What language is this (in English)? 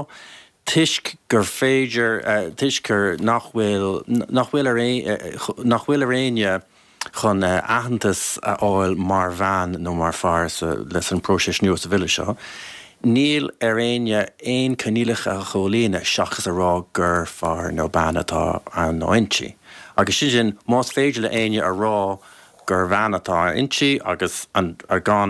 Irish